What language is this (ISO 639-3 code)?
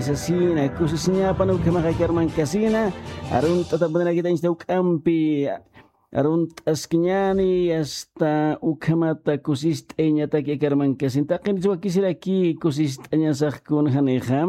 aym